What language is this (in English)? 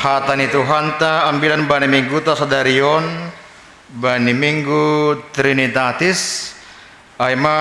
Batak Simalungun